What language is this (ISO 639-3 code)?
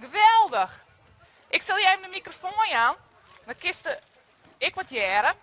fry